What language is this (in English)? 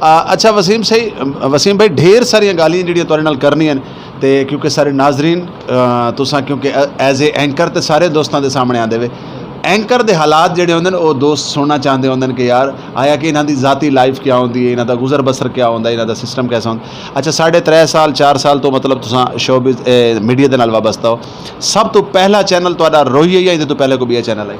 Saraiki